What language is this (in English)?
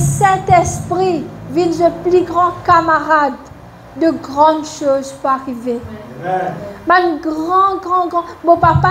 Morisyen